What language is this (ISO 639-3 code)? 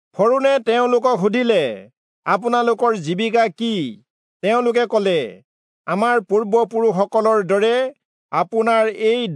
asm